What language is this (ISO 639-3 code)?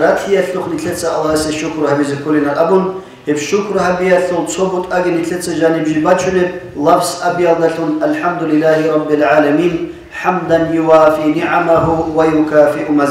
ava